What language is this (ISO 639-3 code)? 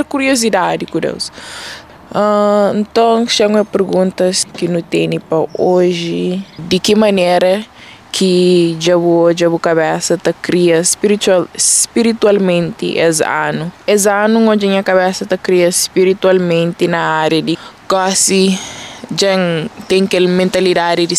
kea